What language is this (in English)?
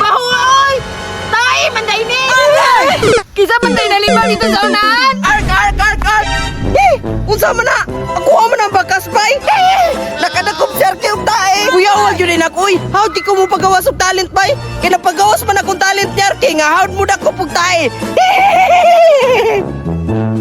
Cebuano